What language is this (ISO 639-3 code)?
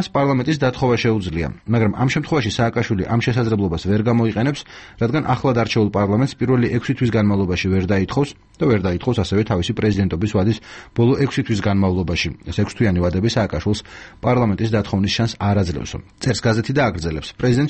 kat